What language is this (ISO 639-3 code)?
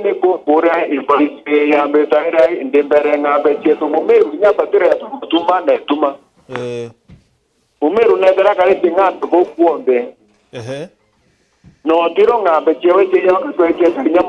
mer